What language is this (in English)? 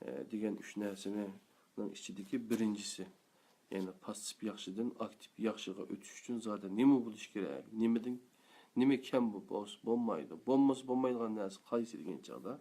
Uyghur